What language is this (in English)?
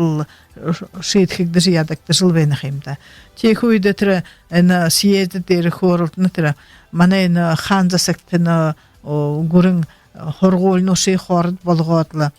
Buriat